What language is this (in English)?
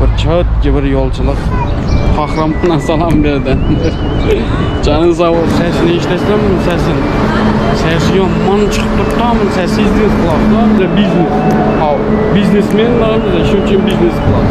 Turkmen